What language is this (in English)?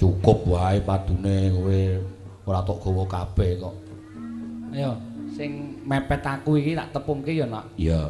Javanese